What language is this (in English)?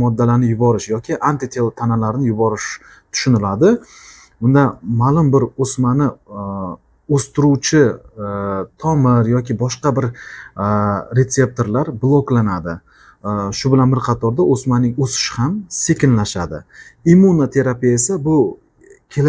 Uzbek